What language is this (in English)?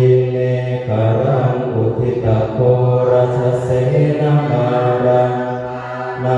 Pali